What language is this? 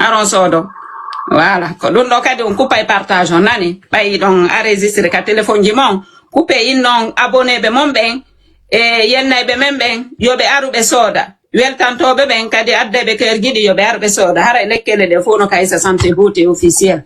Fula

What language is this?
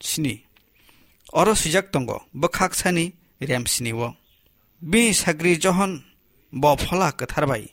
Kok Borok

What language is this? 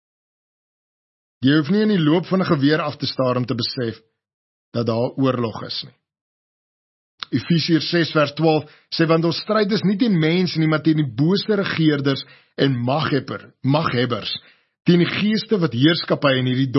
Afrikaans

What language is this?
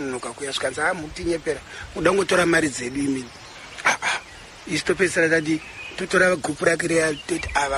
Shona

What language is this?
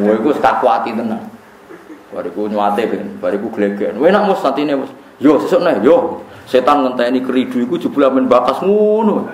Javanese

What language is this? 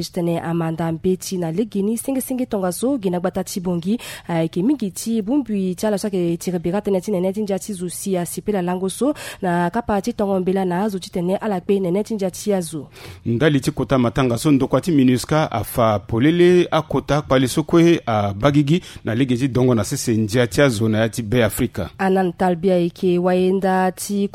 Sango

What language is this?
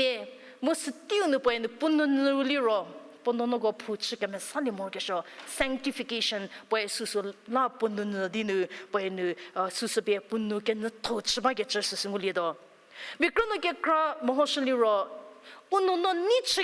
Angami Naga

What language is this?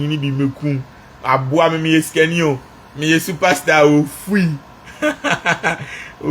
Akan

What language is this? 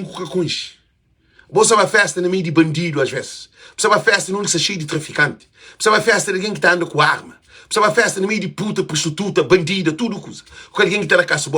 Kabuverdianu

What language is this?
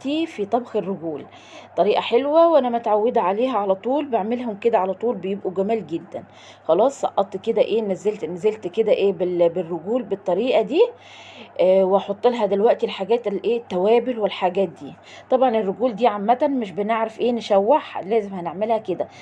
Egyptian Arabic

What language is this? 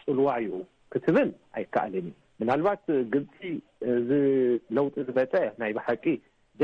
Tigrinya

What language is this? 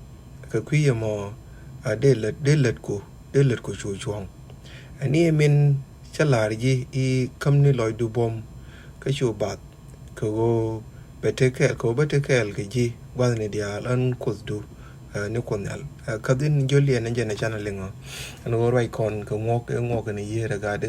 Nuer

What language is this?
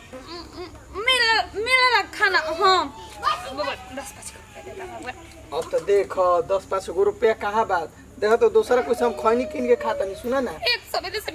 Bhojpuri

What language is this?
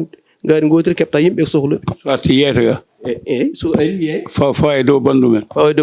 Fula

